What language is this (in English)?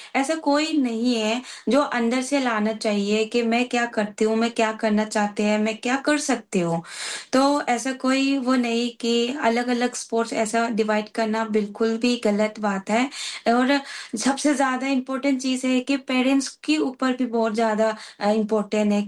Hindi